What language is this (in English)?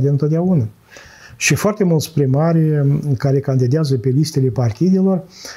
Romanian